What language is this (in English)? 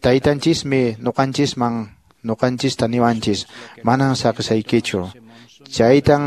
Quechua